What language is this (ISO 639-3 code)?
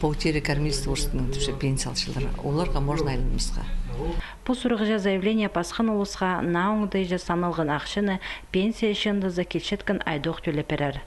kjh